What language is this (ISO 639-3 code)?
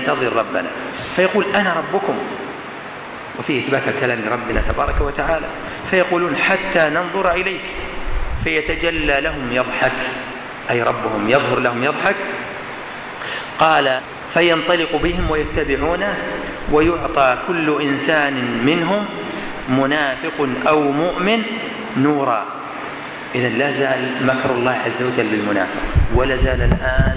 ara